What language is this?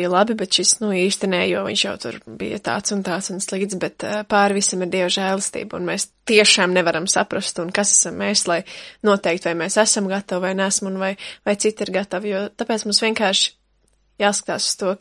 Latvian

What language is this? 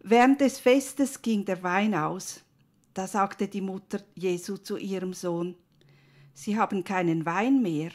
Swiss German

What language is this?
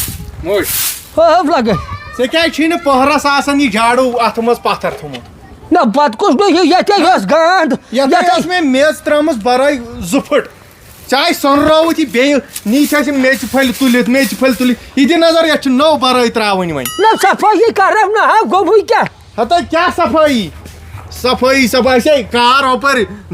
Kashmiri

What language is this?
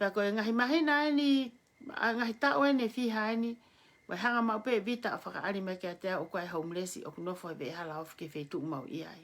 Tongan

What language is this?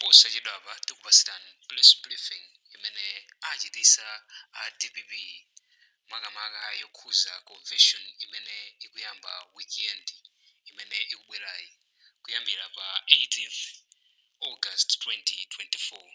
Nyanja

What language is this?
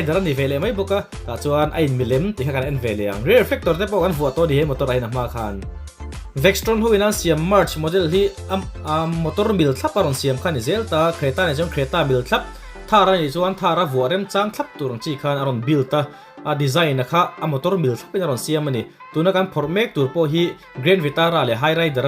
Mizo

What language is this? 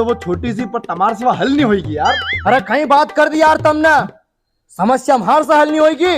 Rajasthani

